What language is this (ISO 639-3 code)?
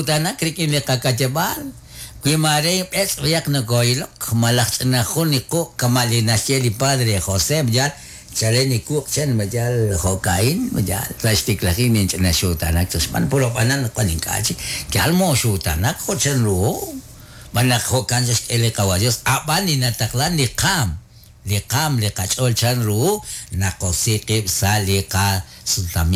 kek